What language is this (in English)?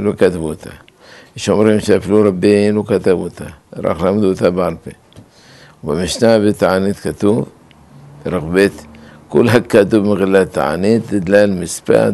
Hebrew